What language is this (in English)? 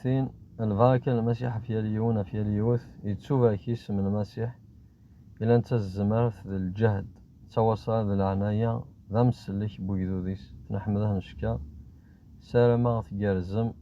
Kabyle